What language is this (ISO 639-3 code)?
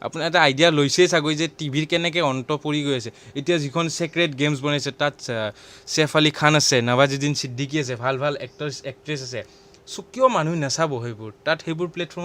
asm